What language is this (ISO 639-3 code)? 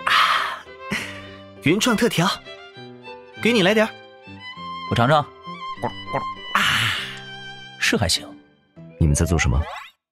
zho